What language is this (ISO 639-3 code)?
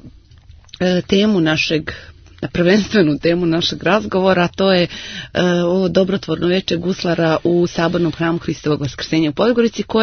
srp